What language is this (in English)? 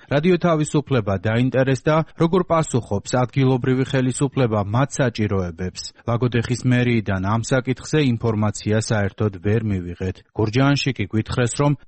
Georgian